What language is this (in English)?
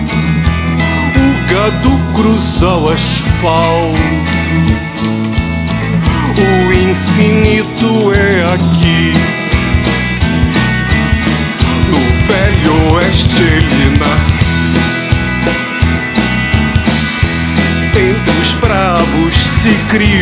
Portuguese